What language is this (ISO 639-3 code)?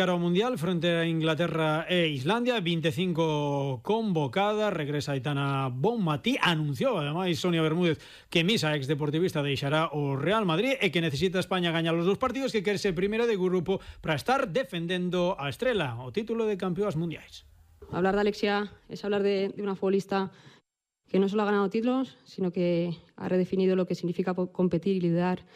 glg